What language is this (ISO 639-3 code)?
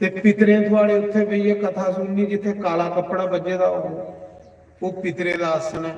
doi